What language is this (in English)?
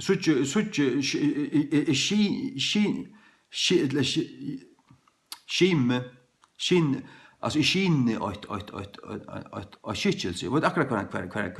Faroese